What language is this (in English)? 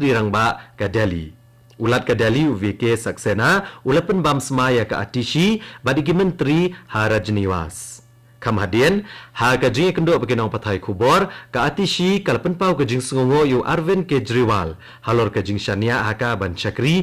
Khasi